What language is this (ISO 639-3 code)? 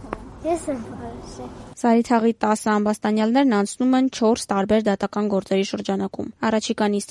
hye